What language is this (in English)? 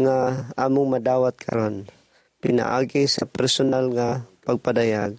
Cebuano